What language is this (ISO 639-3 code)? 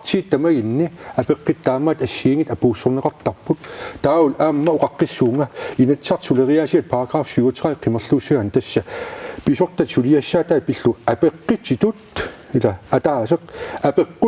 kal